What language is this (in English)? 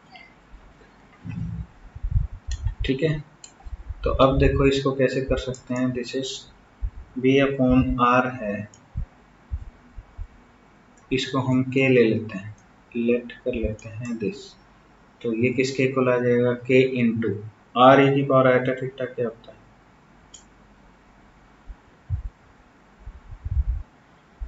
Hindi